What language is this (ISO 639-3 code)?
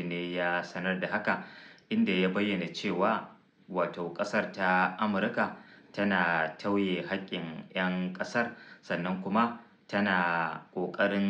hau